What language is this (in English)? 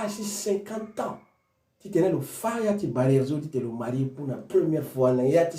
Sango